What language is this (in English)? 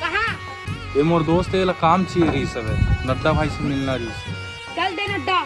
Chhattisgarhi